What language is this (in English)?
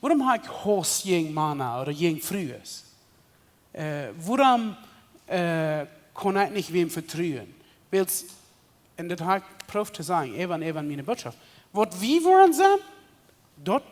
Plautdietsch